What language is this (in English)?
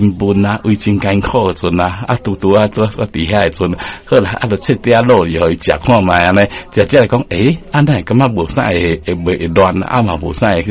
Min Nan Chinese